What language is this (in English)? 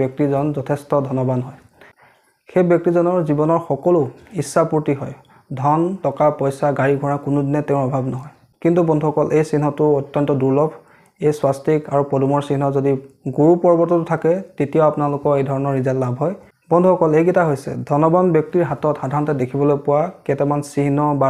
Assamese